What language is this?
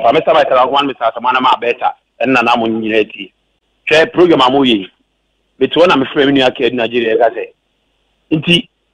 Akan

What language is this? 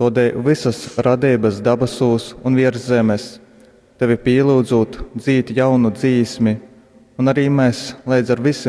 Latgalian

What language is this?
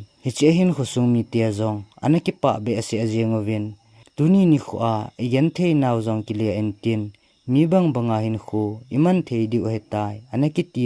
Thado Chin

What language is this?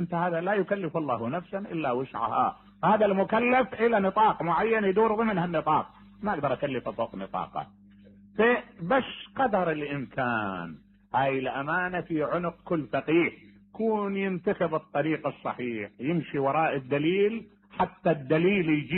Mesopotamian Arabic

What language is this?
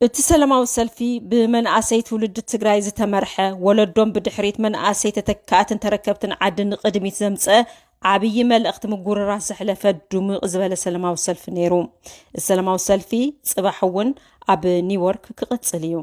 Tigrinya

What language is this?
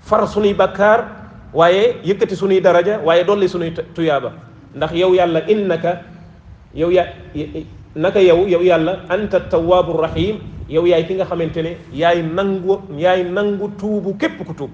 Wolof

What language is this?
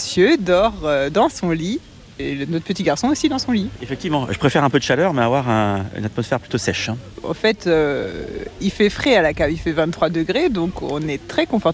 French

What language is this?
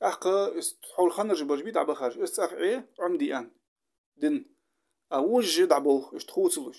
Ingush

